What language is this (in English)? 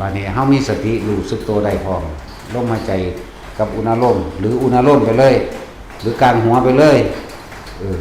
Lao